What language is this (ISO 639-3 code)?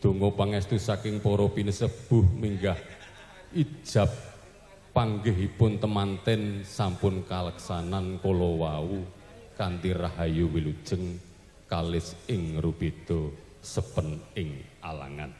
jav